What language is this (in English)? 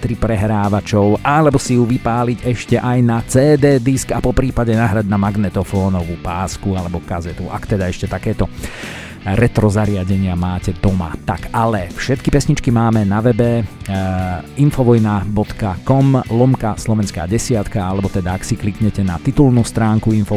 Slovak